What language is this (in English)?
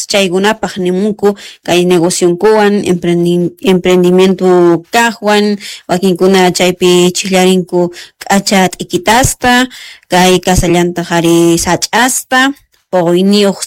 Quechua